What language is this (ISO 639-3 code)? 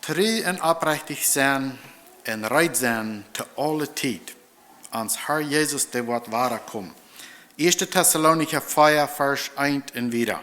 pdt